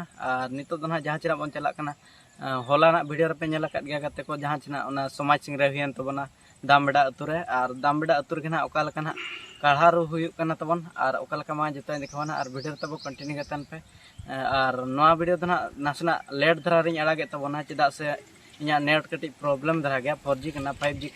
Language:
Santali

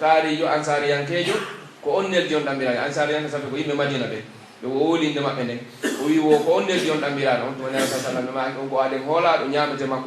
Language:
Pular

